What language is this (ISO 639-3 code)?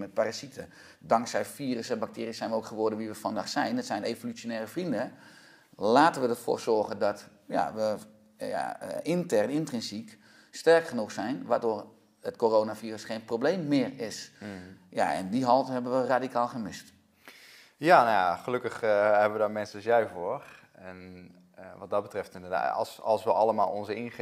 nld